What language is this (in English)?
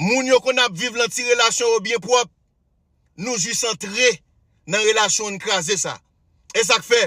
Haitian Creole